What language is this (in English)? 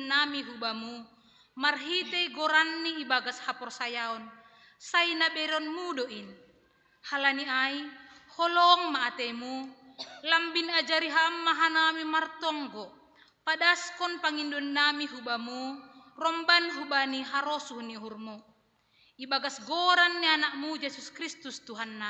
Batak Simalungun